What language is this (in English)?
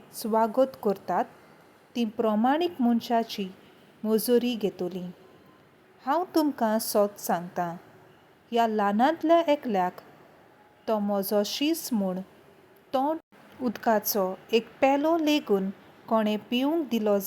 Konkani